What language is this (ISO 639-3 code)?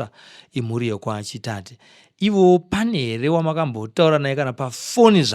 sna